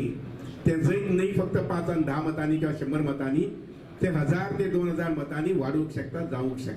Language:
Konkani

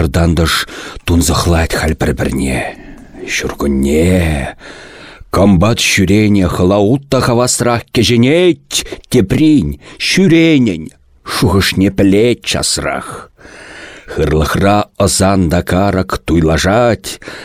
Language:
Chuvash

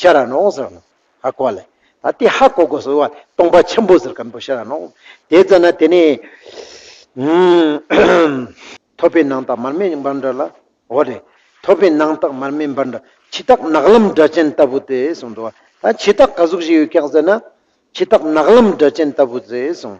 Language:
Ladakhi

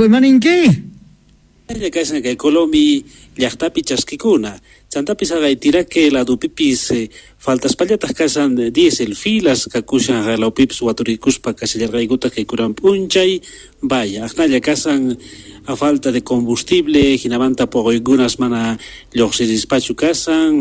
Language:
Quechua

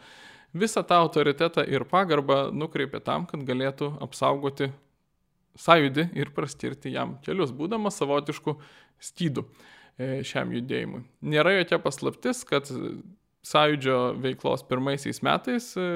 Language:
Lithuanian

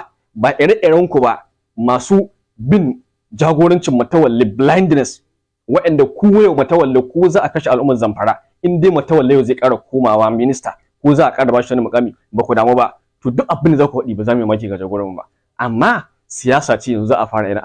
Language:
Hausa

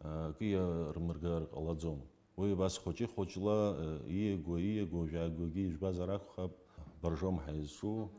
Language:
Abkhazian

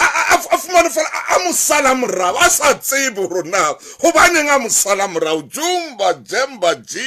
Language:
Southern Sotho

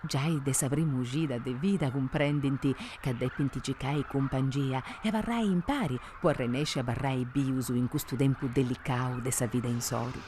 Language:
Sardinian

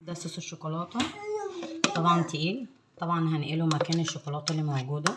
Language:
Egyptian Arabic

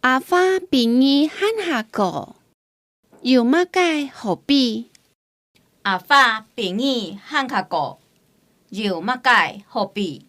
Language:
Hakka Chinese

